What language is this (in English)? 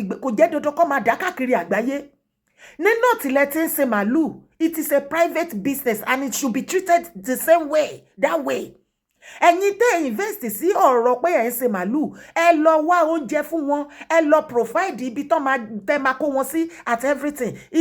Yoruba